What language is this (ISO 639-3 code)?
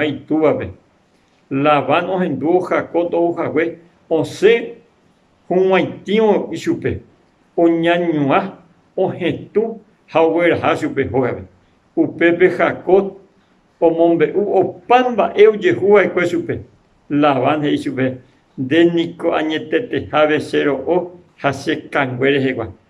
grn